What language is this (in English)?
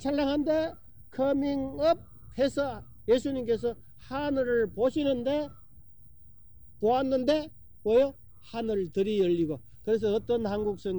Korean